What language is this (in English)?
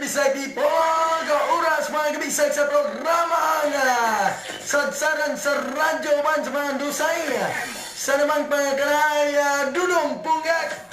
Cebuano